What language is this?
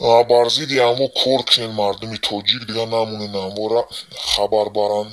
Tajik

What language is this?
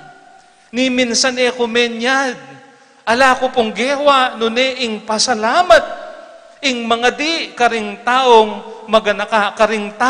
Pampanga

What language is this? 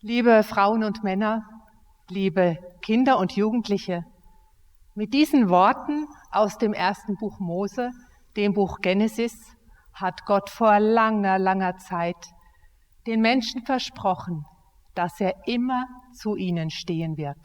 Swiss German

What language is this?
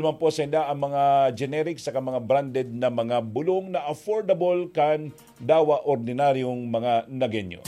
Bikol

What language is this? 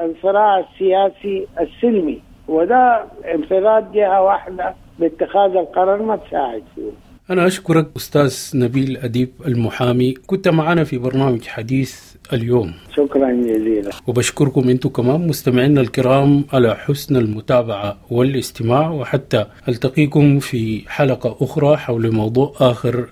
Sudanese Arabic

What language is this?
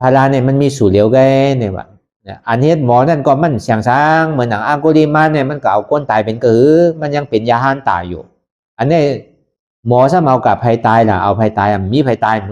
Shan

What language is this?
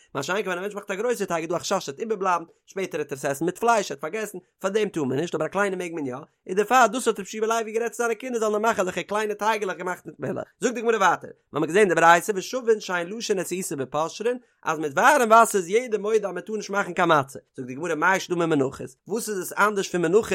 Yiddish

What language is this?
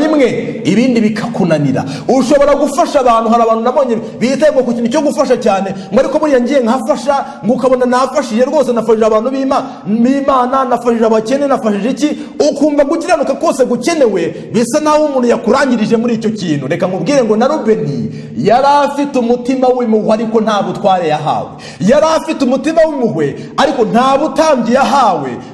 Kinyarwanda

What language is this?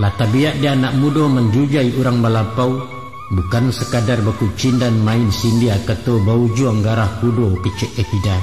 Minangkabau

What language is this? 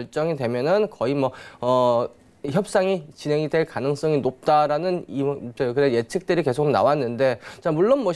Korean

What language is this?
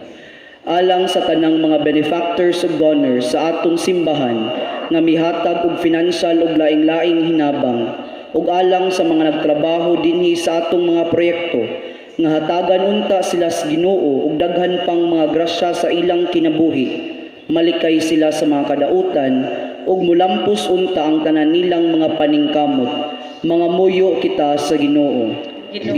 Cebuano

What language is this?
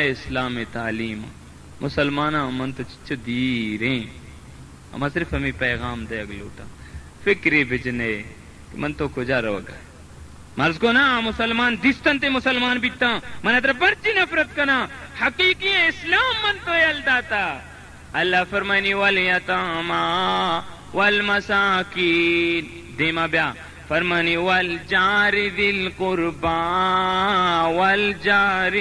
Baluchi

